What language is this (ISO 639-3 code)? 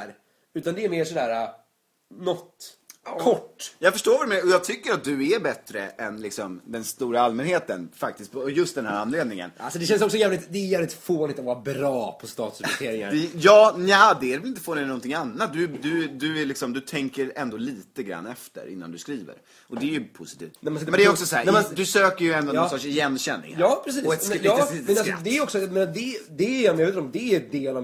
swe